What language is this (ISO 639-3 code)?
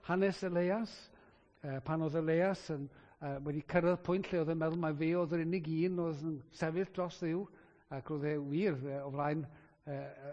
cym